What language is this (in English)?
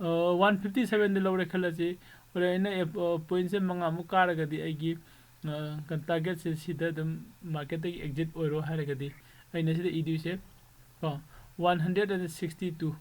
Manipuri